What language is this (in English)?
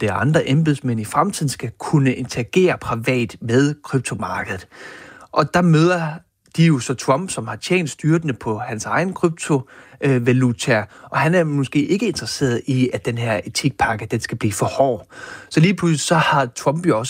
Danish